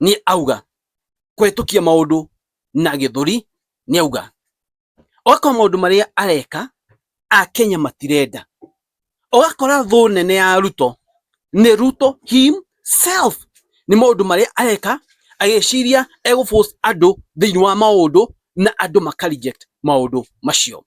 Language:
Kikuyu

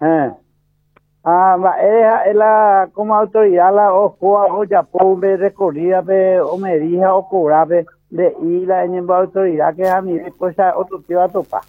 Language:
Guarani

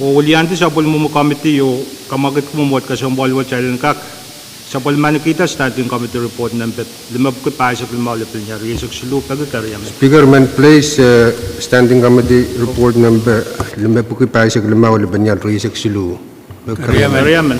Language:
Pohnpeian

